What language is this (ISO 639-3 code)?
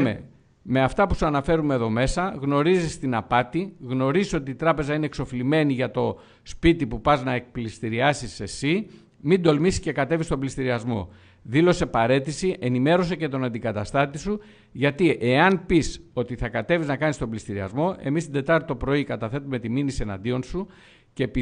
ell